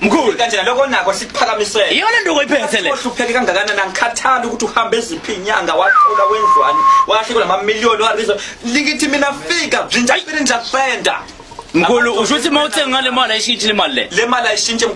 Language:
Zulu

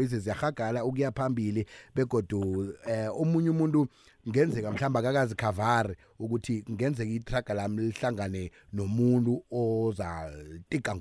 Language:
South Ndebele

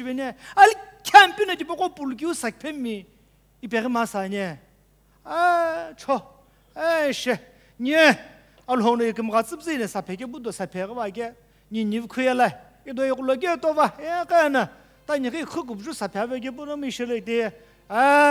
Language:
Sumi Naga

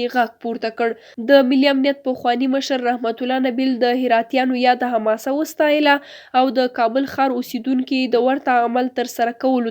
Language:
Pashto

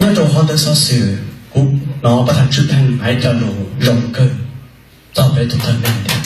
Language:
Hmong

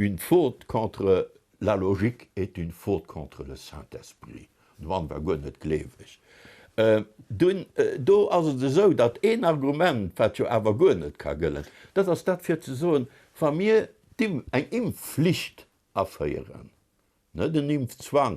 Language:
Luxembourgish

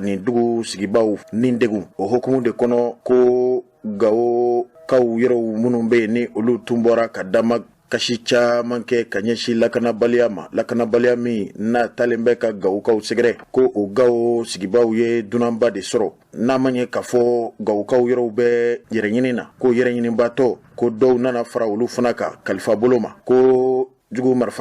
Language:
Bambara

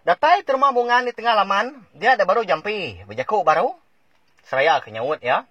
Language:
Iban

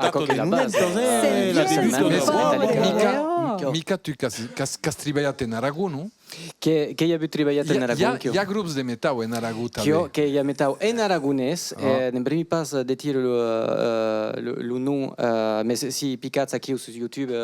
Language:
Occitan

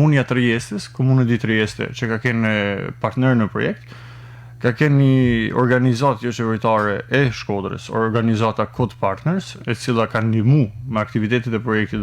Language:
Albanian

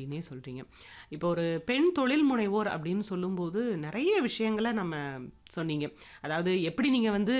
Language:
Tamil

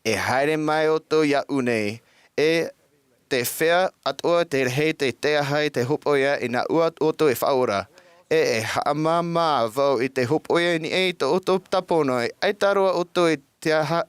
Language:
Tahitian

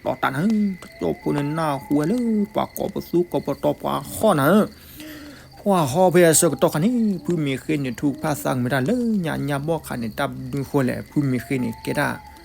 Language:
S'gaw Karen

